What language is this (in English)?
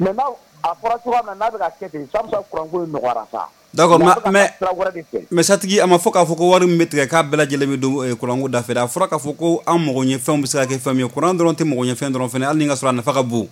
Bambara